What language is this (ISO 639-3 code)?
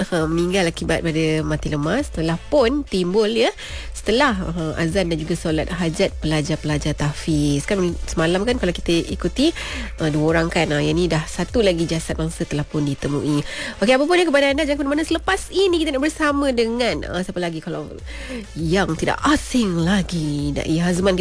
msa